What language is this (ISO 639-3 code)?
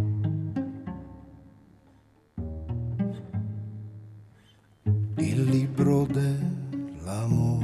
eng